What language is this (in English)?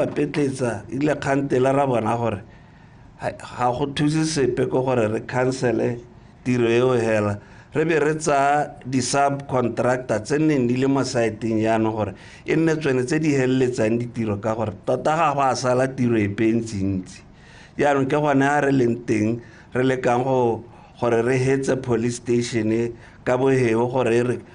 Tswana